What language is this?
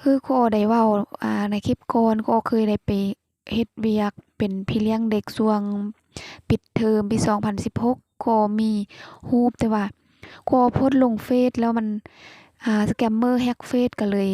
Lao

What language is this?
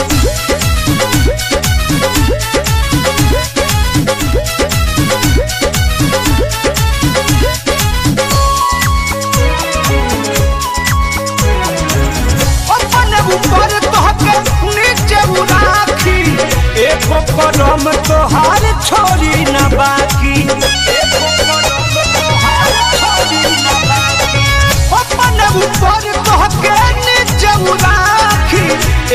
Bhojpuri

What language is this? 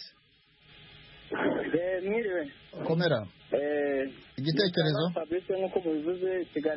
Kinyarwanda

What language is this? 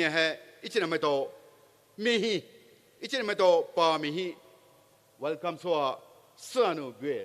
Poumei Naga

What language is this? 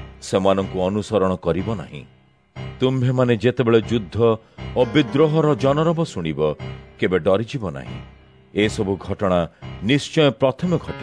Odia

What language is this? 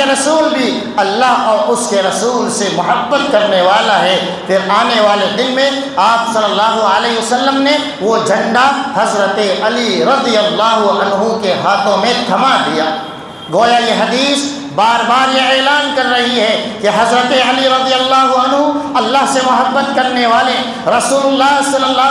Urdu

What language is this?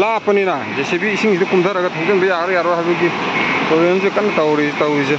Manipuri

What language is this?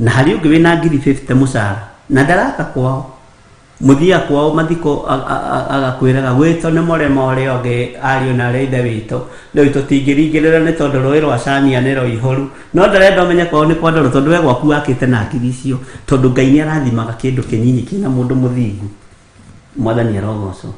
Kikuyu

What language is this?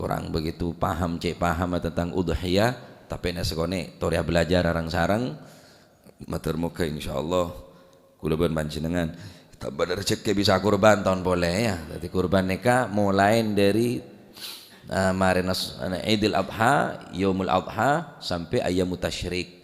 Madurese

